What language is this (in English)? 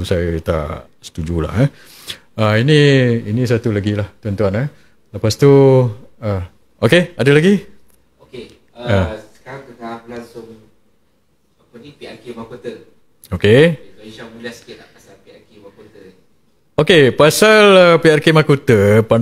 Malay